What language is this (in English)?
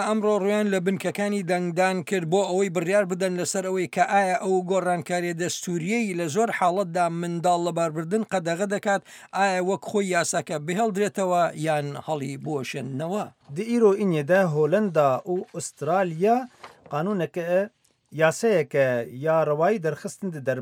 Central Kurdish